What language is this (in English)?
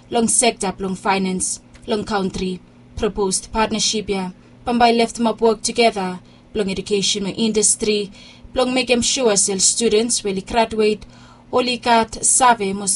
Bislama